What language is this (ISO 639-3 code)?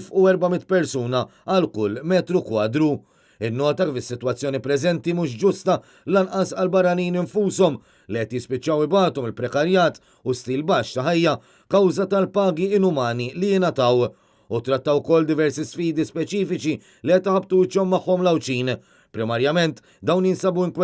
mlt